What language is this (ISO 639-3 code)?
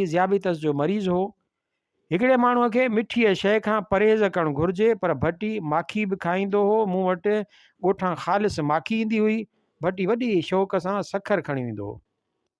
snd